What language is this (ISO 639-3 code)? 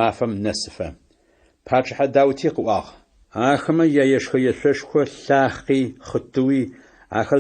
ady